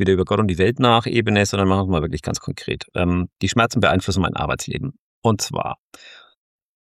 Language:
German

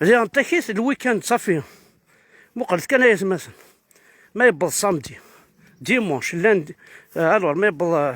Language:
Kabyle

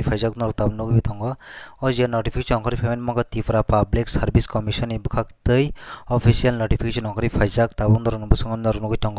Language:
Kok Borok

